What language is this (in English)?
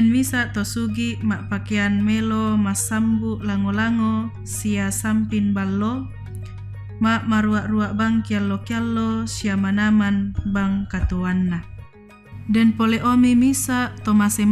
Toraja-Sa'dan